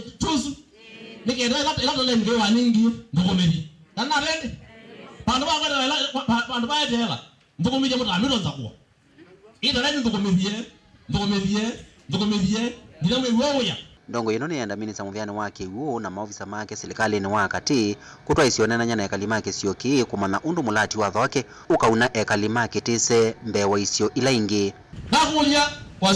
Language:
Kamba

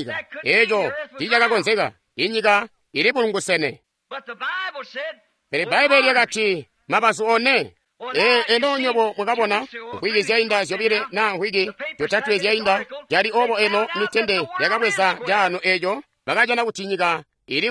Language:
Tonga (Zambia)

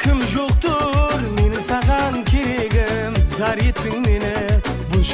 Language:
Kara-Kalpak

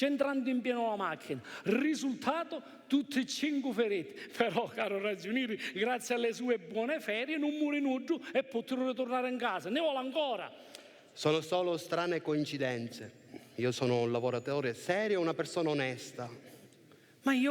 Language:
Sicilian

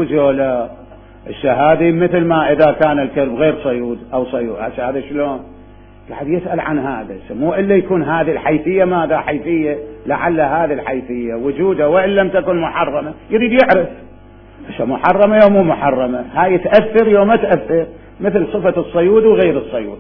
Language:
Mesopotamian Arabic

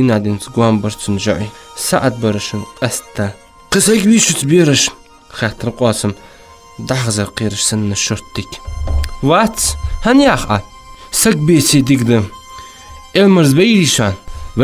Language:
Ingush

